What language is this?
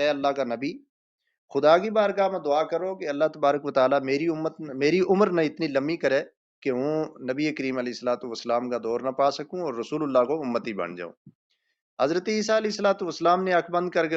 Gujari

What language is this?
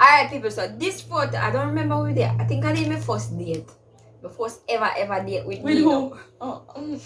Jamaican Creole English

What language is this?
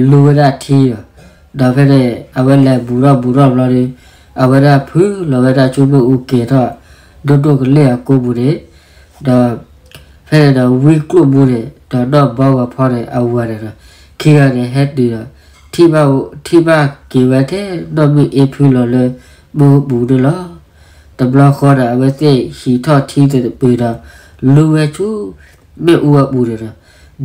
S'gaw Karen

